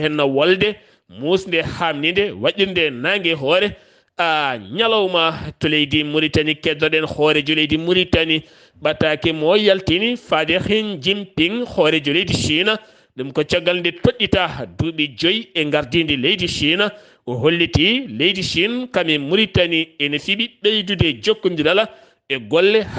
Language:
Fula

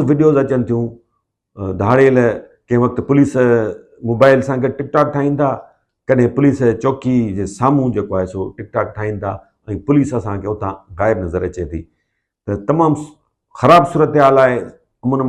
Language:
Sindhi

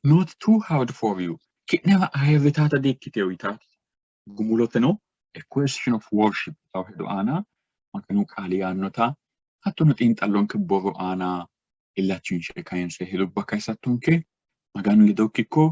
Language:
Sidamo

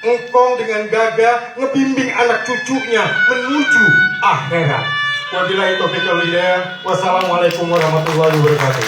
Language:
Betawi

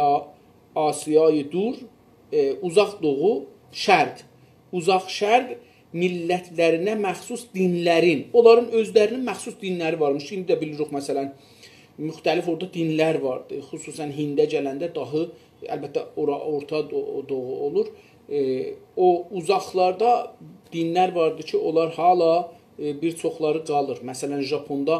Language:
South Azerbaijani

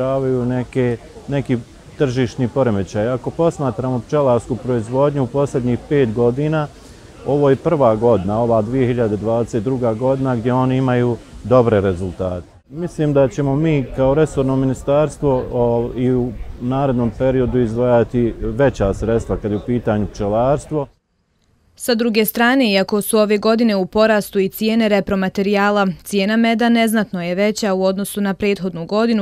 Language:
Bosnian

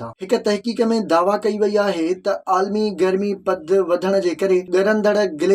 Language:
Sindhi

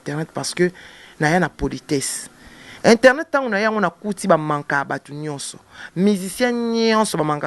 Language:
Lingala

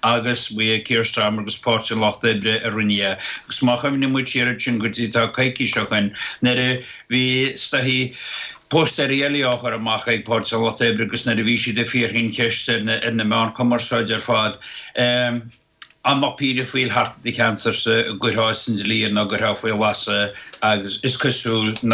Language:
Irish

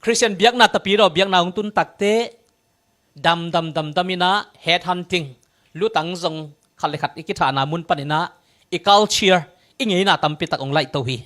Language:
Tedim Chin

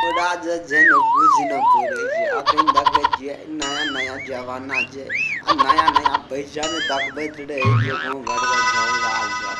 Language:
Maithili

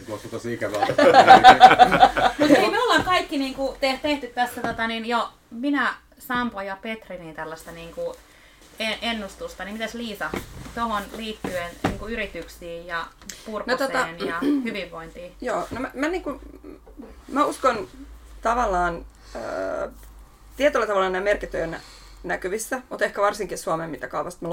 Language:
Finnish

